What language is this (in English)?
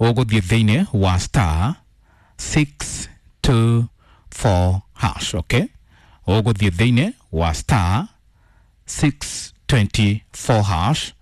Kikuyu